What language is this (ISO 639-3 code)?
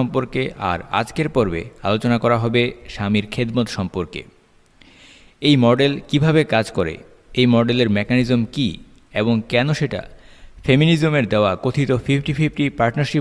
ben